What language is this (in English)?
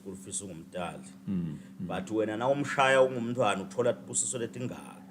Swati